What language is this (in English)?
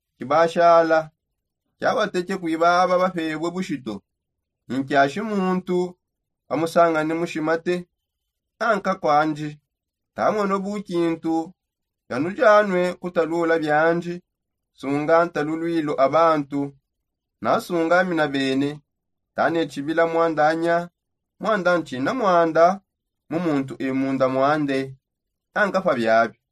Songe